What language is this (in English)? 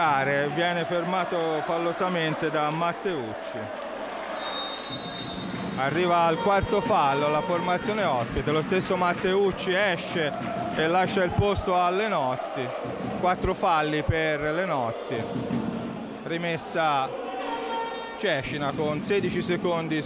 Italian